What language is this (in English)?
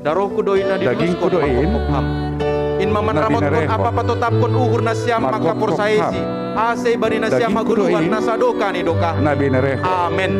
Batak Simalungun